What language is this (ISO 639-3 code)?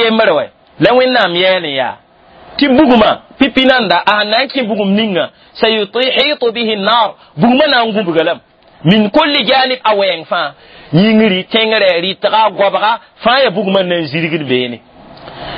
mos